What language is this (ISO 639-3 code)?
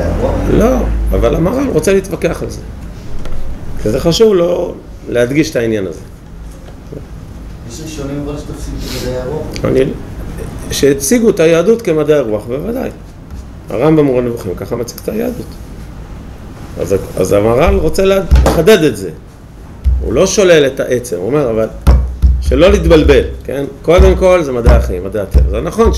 heb